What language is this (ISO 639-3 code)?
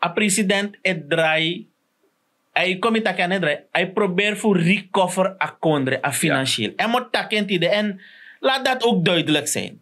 srn